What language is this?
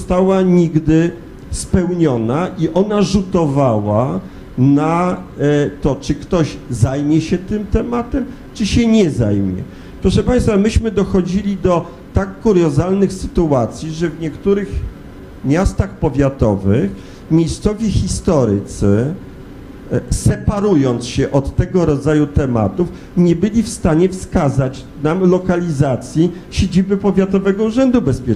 Polish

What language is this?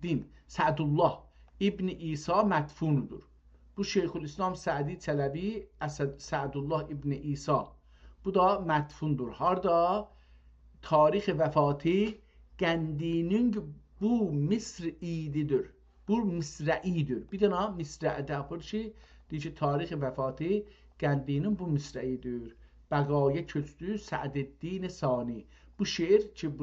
South Azerbaijani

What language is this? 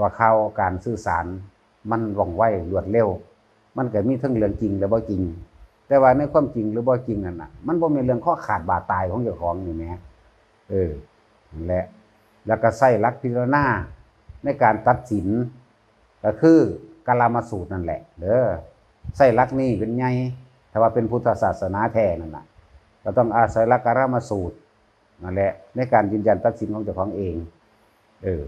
Northeastern Thai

